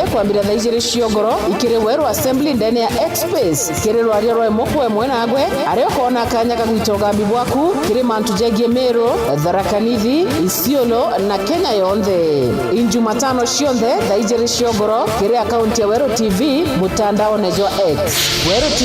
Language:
Meru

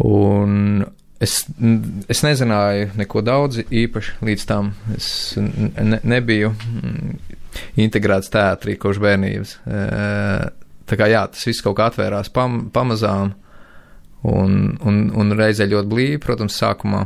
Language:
Latvian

